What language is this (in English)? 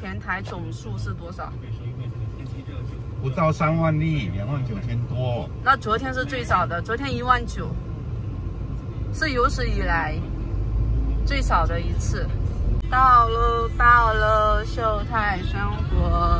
Chinese